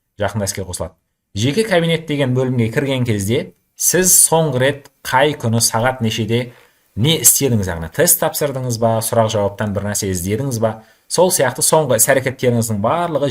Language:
Kazakh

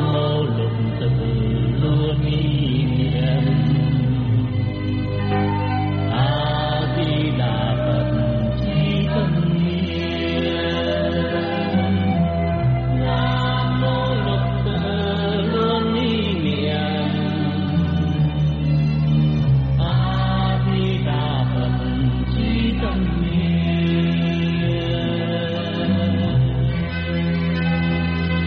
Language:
Vietnamese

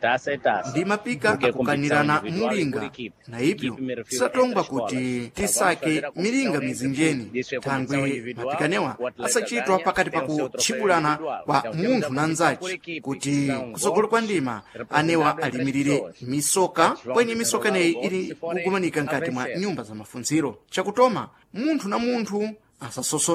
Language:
Sena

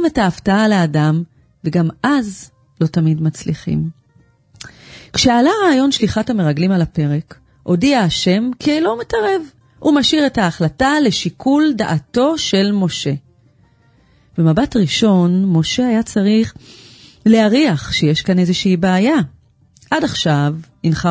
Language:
Hebrew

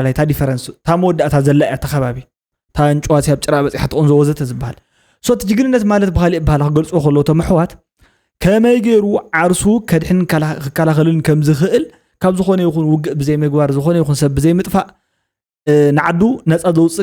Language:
Tigrinya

